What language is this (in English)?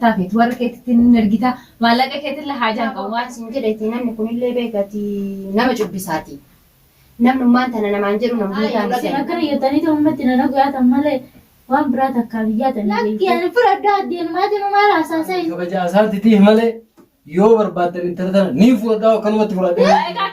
Oromo